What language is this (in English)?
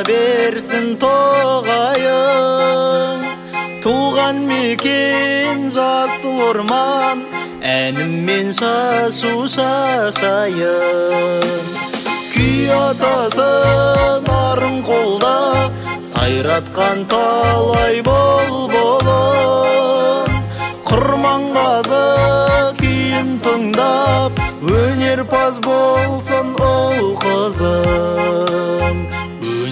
Kazakh